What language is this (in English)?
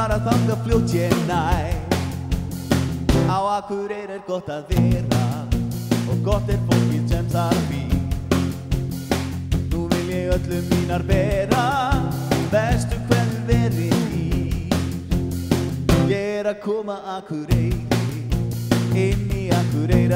Icelandic